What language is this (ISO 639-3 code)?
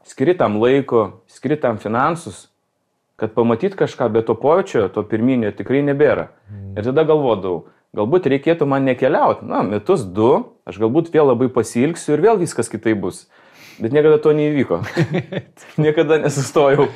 lit